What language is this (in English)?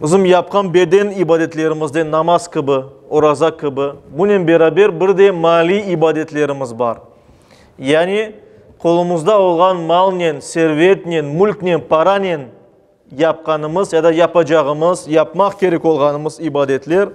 Crimean Tatar